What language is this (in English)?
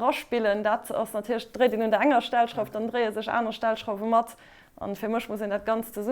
Luxembourgish